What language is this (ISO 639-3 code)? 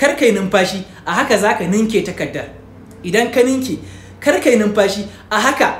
hau